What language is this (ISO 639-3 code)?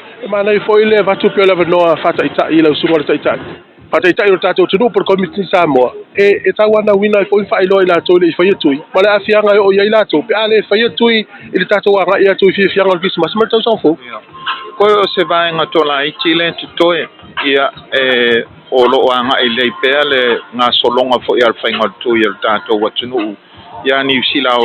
smo